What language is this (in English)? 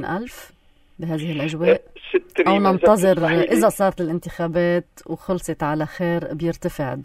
North Levantine Arabic